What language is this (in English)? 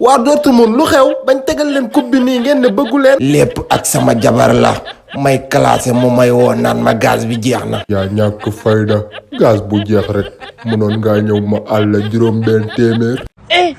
Wolof